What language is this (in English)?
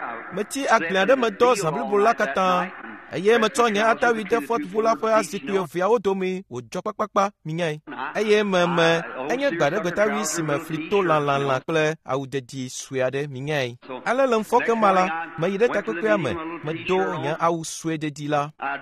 Ewe